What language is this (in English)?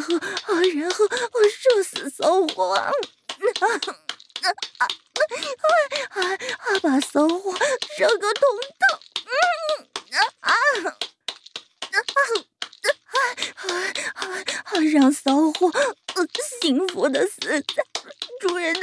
Chinese